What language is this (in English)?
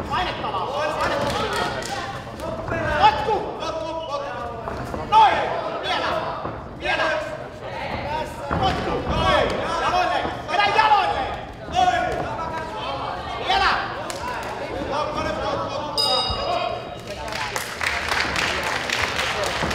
Finnish